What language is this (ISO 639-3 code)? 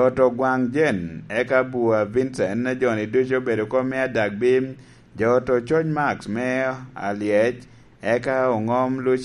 laj